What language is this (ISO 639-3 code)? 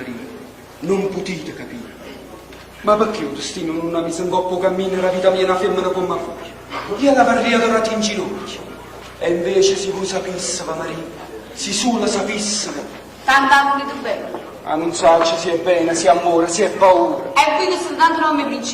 nap